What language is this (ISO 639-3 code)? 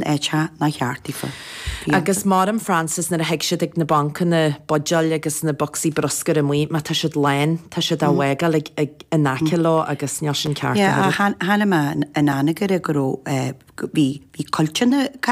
gle